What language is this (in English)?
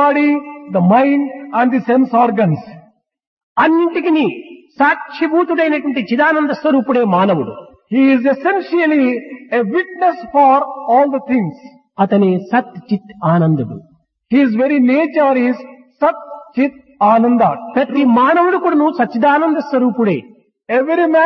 Telugu